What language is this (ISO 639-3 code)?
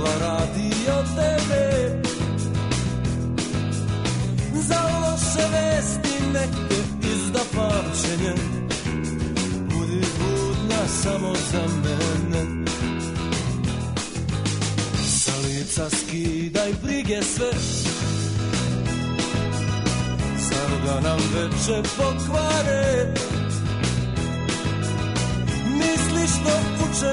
srp